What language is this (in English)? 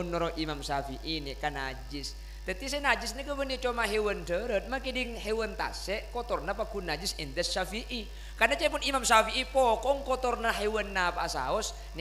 Madurese